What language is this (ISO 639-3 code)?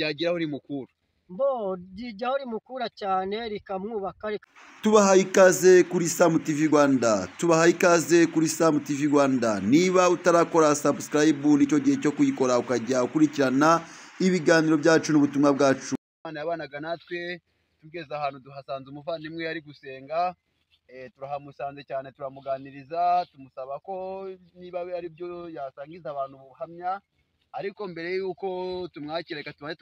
kin